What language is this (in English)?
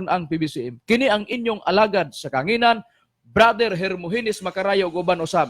Cebuano